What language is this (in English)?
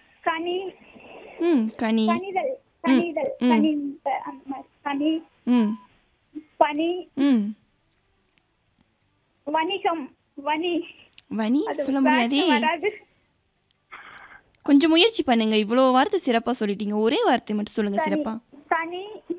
Tamil